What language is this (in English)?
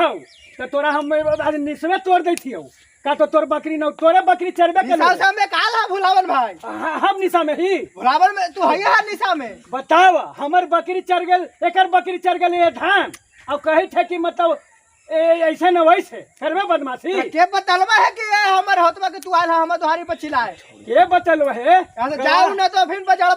Magahi